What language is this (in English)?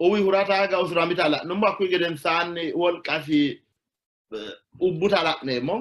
Sidamo